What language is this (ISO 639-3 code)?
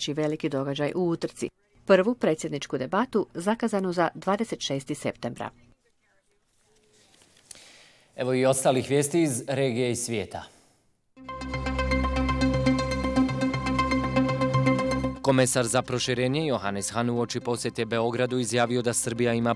bos